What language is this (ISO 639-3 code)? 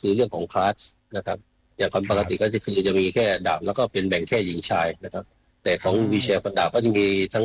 tha